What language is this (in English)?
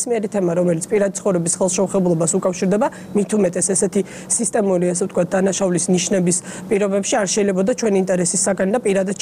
Georgian